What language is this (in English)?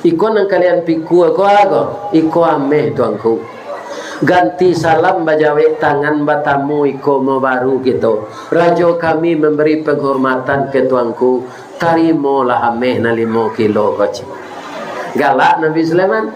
Minangkabau